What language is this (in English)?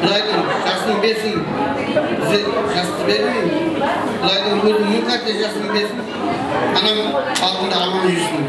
Kara-Kalpak